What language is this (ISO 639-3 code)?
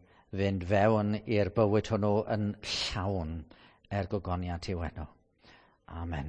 cym